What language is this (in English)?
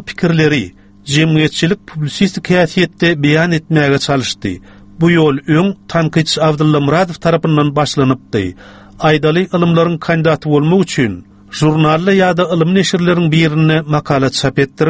Turkmen